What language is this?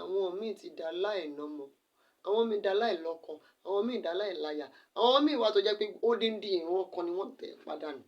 Yoruba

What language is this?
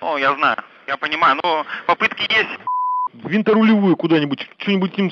Crimean Tatar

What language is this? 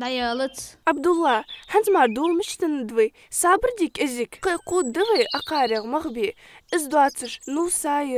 Ingush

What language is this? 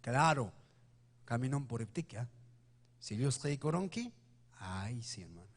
Ayacucho Quechua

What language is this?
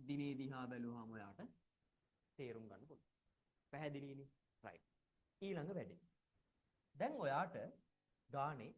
Sinhala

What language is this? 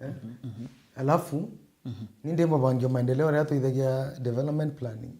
Meru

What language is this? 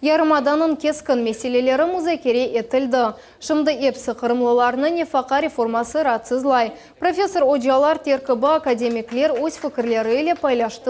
Crimean Tatar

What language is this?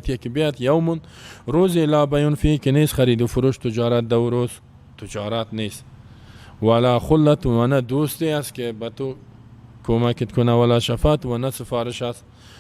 Persian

